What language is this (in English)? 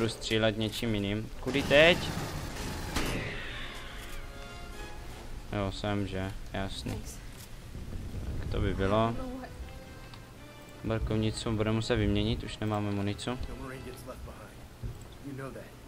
Czech